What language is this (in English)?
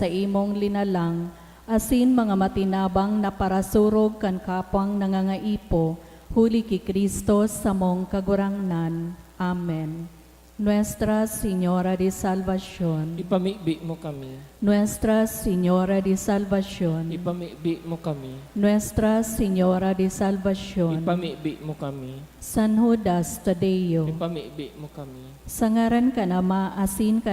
Bikol